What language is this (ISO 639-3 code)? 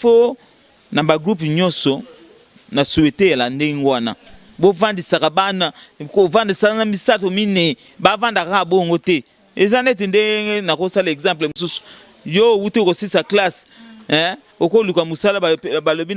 lin